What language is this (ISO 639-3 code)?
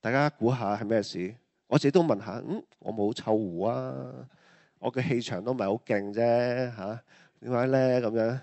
yue